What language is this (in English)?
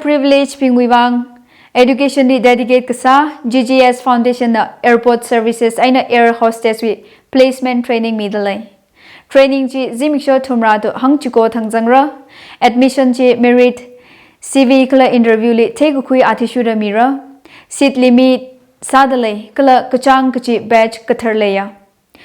Tangkhul Naga (India)